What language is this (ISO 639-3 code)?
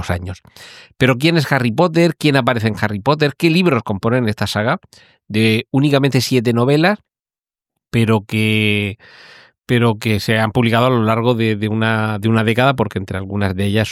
spa